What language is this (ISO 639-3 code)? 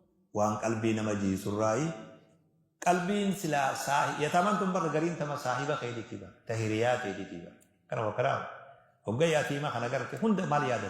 orm